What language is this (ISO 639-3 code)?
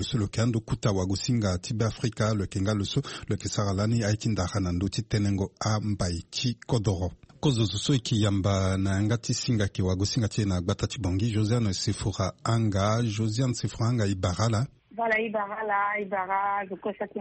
sag